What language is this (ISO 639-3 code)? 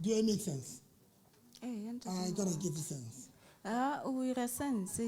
sot